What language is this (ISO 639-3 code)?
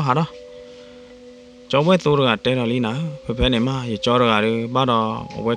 ksw